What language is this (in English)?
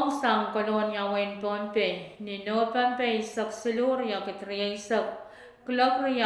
Pohnpeian